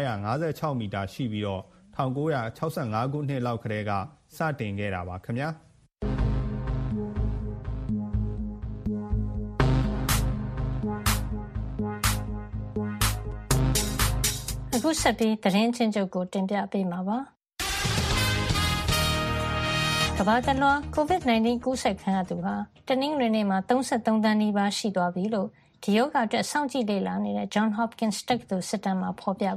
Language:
Burmese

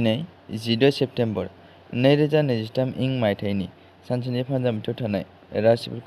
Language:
Bodo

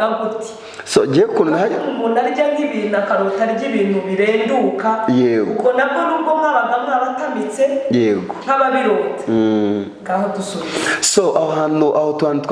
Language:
Kinyarwanda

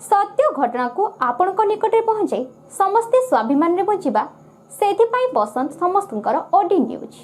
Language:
Odia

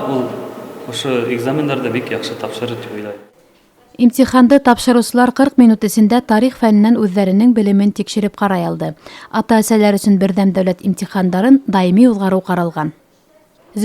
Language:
Bashkir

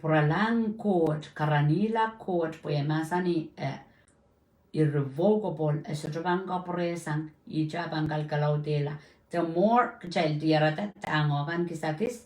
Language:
Pohnpeian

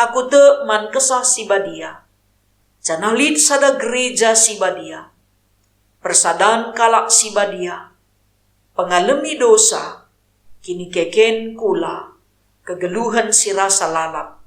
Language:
Batak Karo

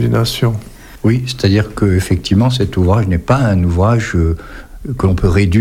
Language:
French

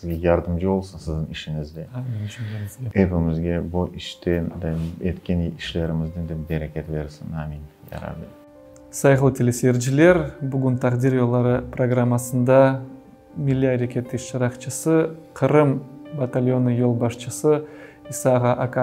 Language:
Crimean Tatar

